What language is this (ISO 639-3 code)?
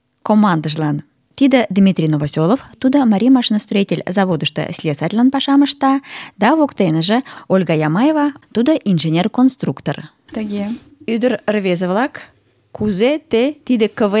chm